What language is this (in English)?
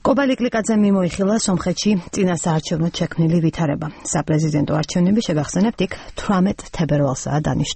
Georgian